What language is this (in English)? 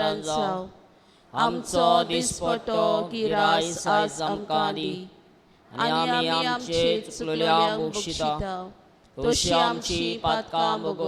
Konkani